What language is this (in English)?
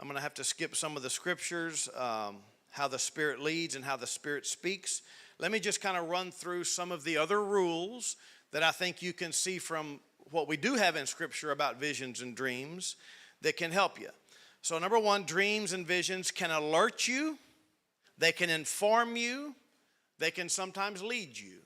English